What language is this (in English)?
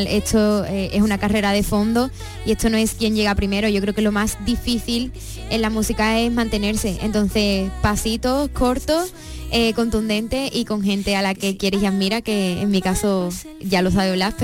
Spanish